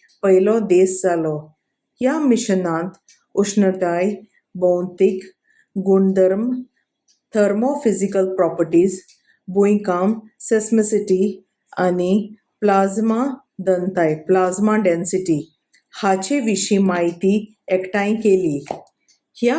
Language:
Konkani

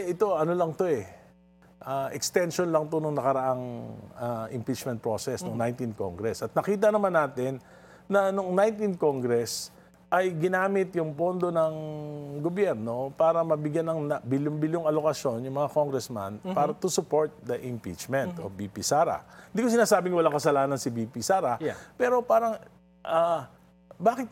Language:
Filipino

